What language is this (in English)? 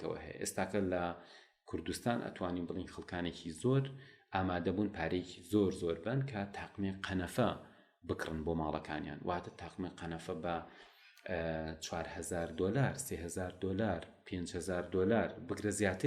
Central Kurdish